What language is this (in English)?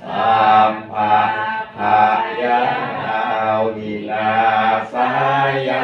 Pali